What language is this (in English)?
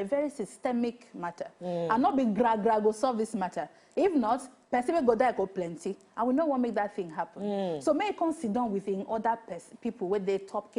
Nigerian Pidgin